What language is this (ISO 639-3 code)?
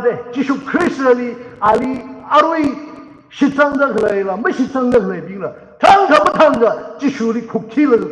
nmf